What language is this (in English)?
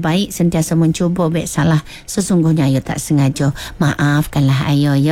Malay